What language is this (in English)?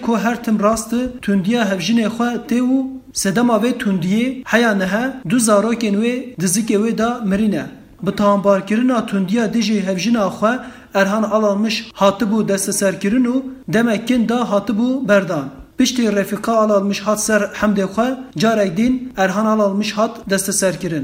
Kurdish